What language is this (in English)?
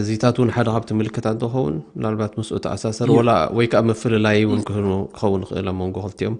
Tigrinya